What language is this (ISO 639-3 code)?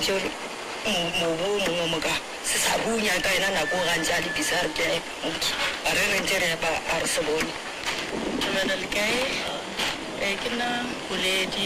nso